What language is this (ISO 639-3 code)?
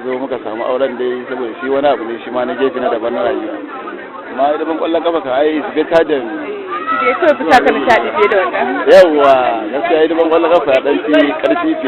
hau